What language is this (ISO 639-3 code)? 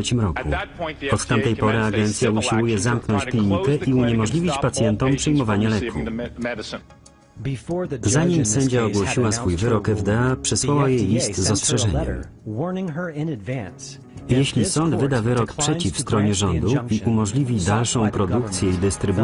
pol